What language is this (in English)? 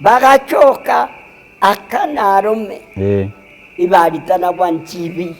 Meru